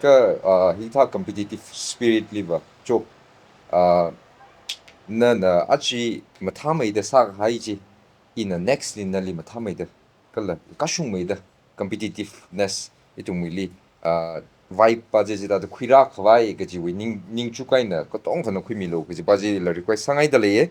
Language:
Tangkhul Naga (India)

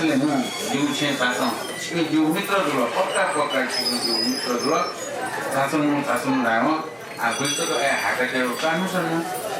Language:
Newari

